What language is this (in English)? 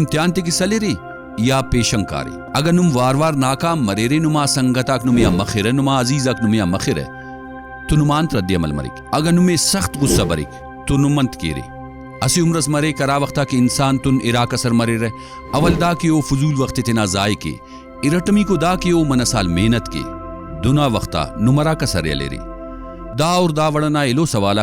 Brahui